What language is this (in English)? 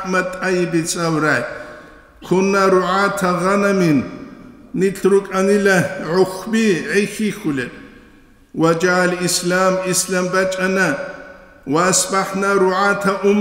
Avaric